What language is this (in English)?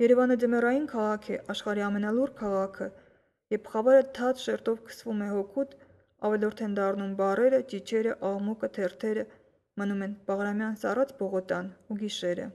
Armenian